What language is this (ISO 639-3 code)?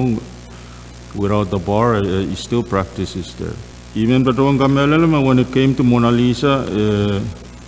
pon